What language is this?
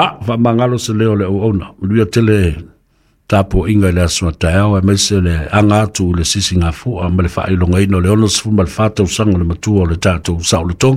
Samoan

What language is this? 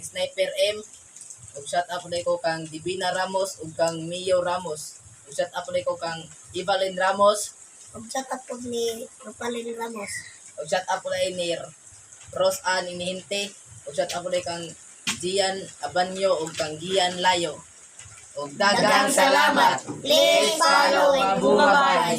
Cebuano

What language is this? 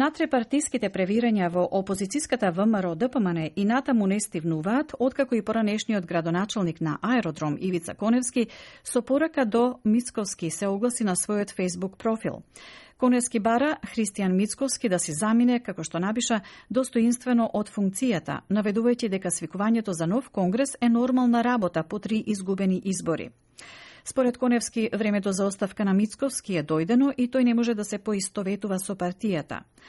Macedonian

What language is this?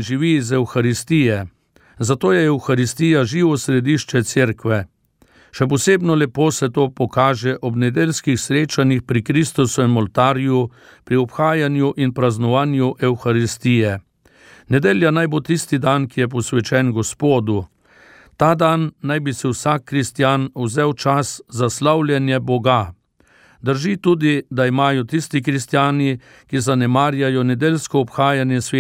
Slovenian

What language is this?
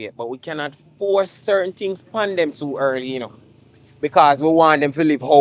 Jamaican Creole English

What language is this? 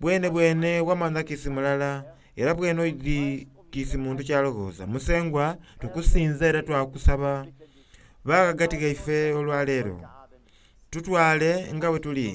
Soga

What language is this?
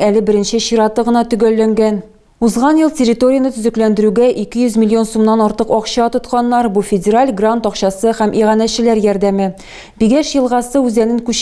Tatar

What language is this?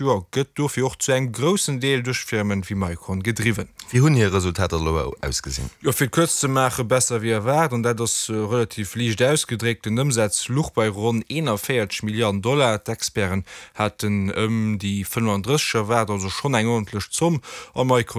Luxembourgish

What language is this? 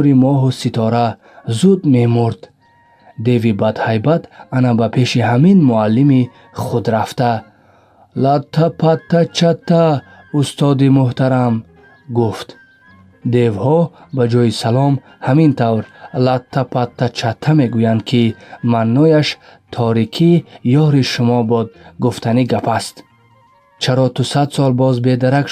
Tajik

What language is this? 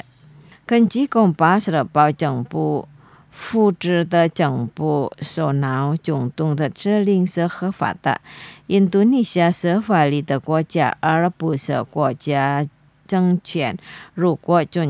Chinese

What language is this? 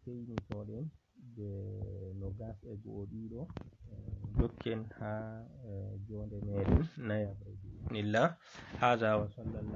Fula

